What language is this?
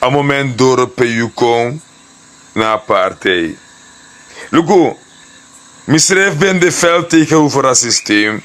Sranan Tongo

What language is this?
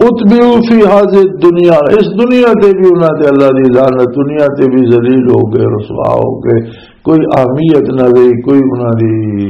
Western Panjabi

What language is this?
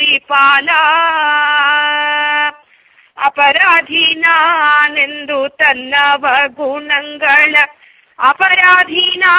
Kannada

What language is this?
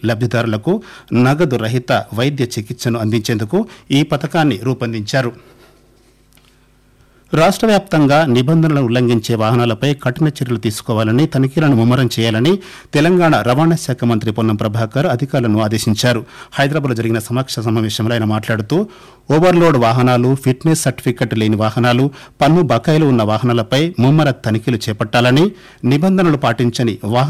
Telugu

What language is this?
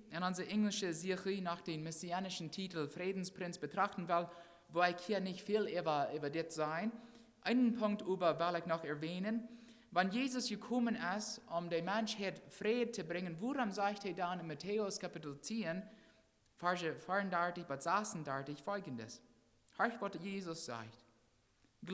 Plautdietsch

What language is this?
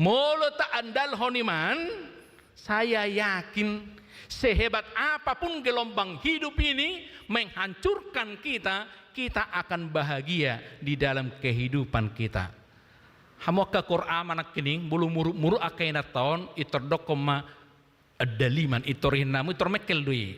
Batak Toba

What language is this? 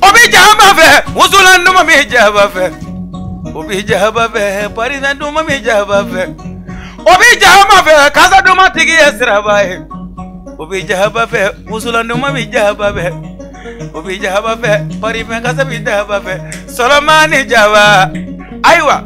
Bambara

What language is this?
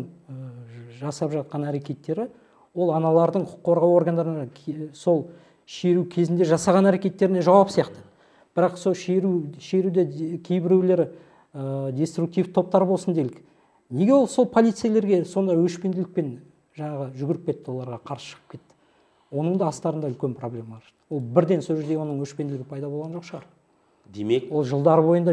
Kazakh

